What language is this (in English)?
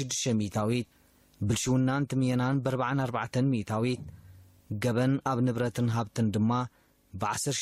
Tigrinya